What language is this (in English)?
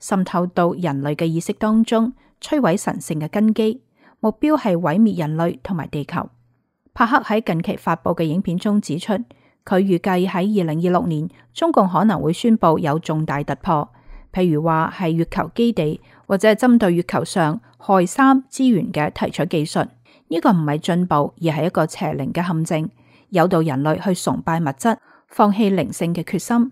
Cantonese